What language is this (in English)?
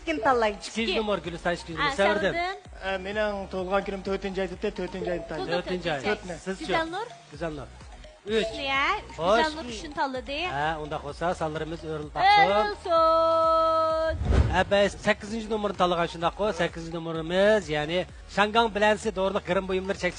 Uyghur